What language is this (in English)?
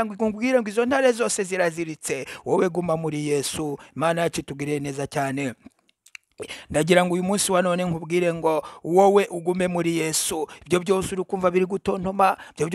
Kinyarwanda